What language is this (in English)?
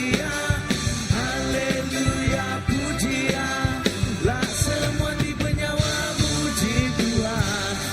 Iban